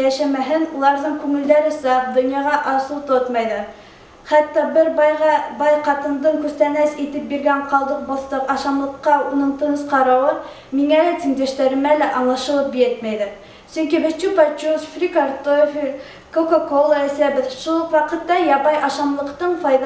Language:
Bashkir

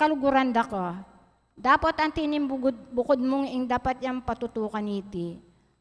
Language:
Pampanga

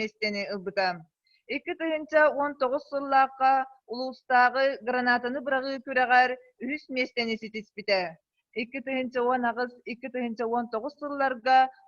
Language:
Yakut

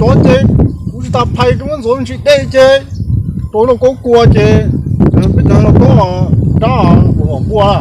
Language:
Hmong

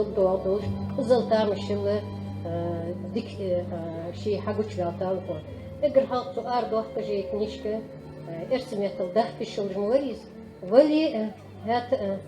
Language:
Ingush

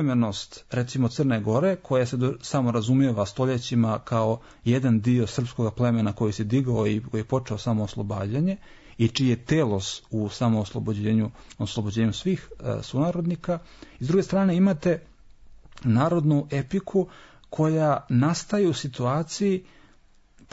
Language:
Serbian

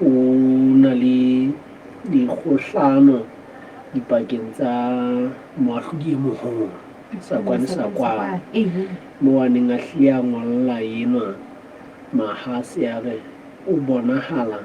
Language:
Southern Sotho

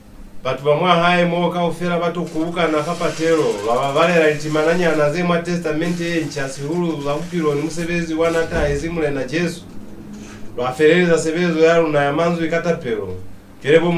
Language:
Lozi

